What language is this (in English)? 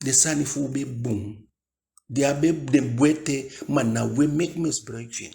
Eastern Maroon Creole